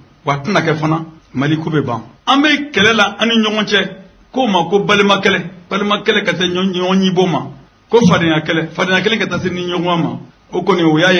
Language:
Bambara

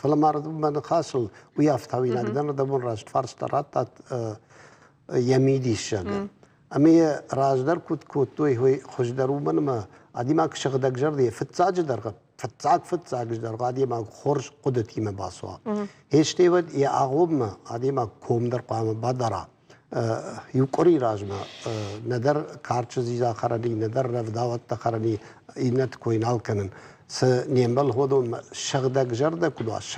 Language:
Ossetic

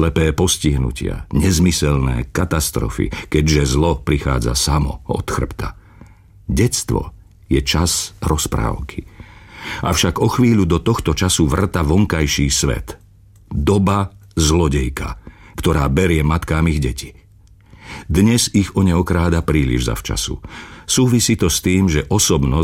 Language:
Slovak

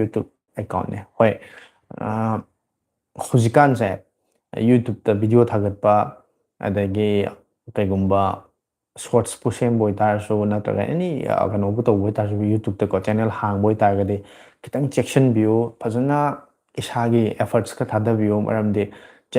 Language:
Manipuri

